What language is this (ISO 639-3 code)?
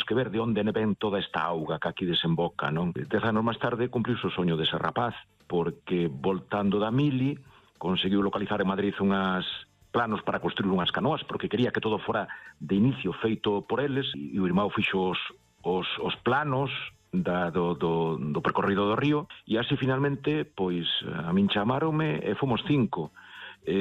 glg